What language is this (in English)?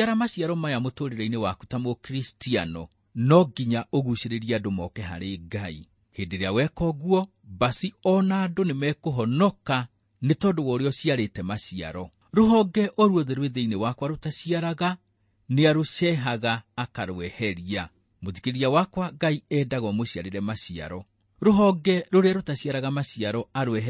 Kikuyu